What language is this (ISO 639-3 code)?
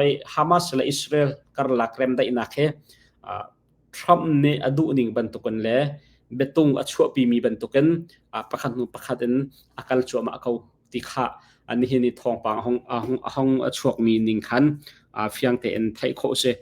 cnh